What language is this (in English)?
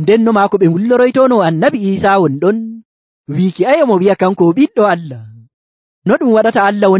Nigerian Fulfulde